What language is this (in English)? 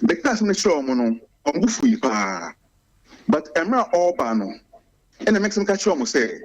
Akan